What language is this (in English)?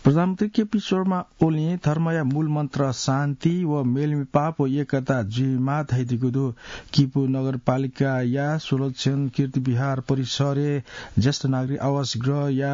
Newari